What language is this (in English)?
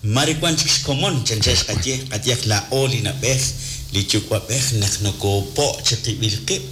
Kekchí